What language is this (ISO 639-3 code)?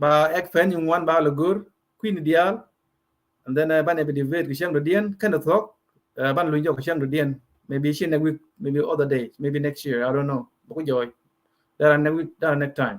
nus